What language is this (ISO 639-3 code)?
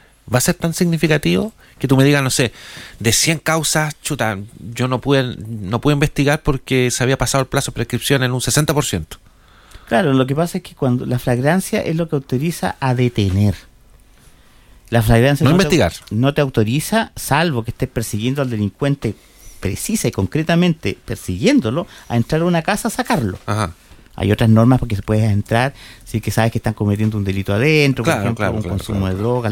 spa